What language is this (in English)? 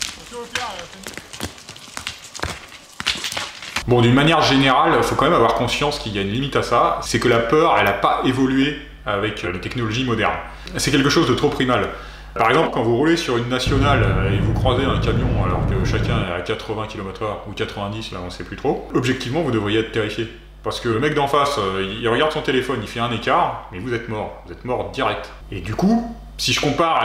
French